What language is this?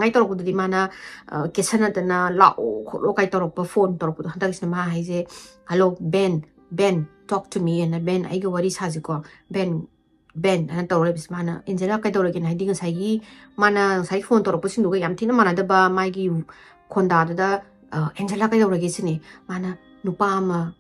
Manipuri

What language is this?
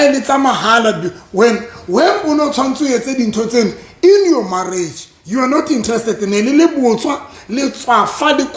Southern Sotho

